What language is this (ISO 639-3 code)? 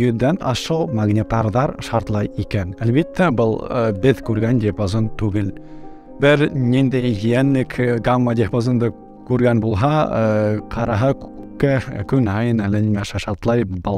bak